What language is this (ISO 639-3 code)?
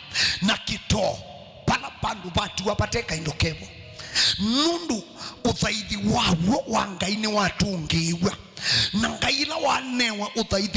kam